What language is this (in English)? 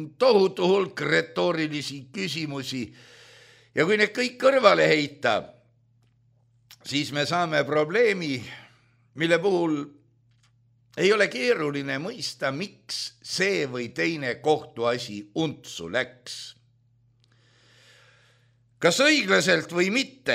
Estonian